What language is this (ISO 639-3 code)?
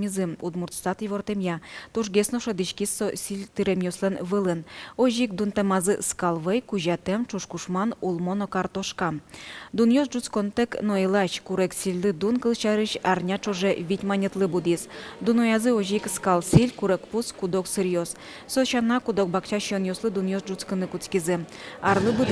udm